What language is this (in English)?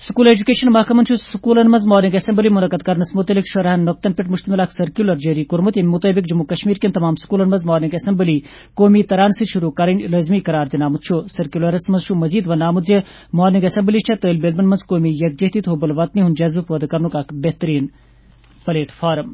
Kashmiri